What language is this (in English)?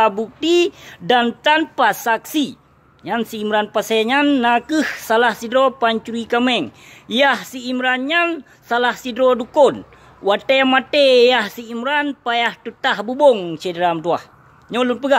Achinese